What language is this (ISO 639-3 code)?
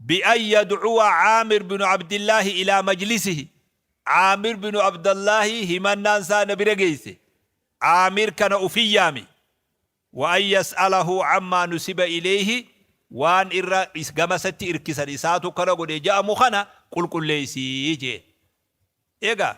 orm